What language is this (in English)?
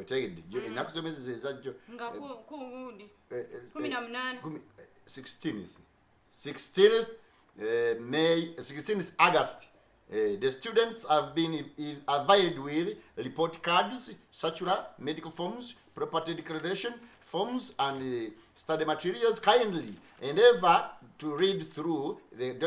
Ganda